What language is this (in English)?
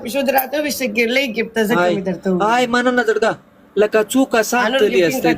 Pashto